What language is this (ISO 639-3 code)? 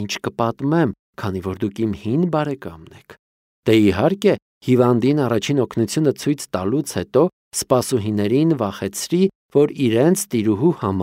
hye